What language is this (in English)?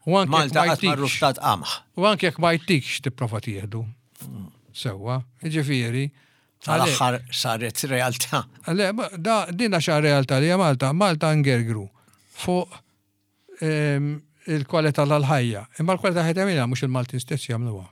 Maltese